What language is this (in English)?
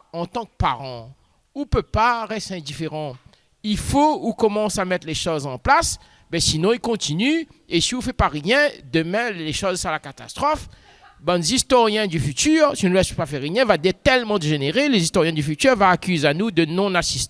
Réunion Creole French